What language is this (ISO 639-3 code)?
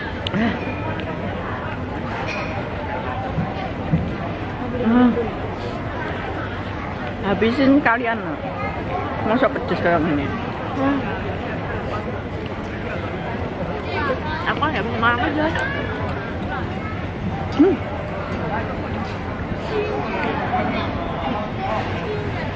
ind